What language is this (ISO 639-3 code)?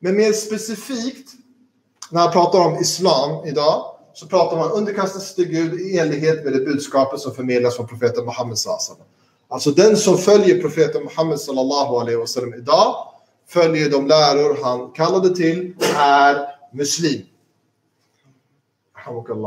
swe